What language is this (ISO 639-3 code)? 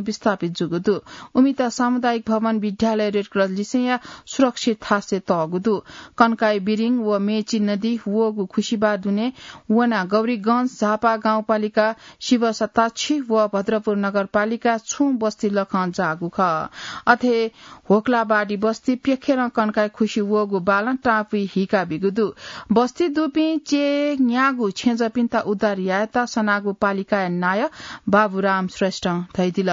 new